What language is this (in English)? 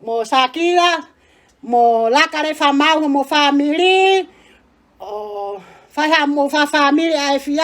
Tongan